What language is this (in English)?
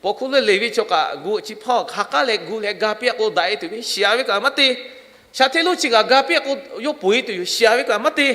Lahu